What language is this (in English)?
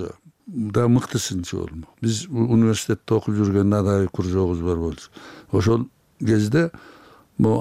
Kyrgyz